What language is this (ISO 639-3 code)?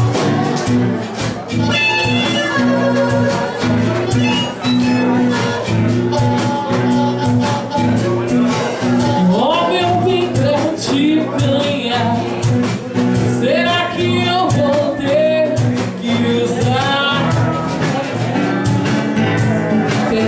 por